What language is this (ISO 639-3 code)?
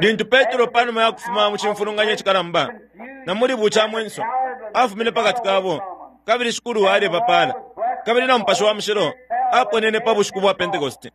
bem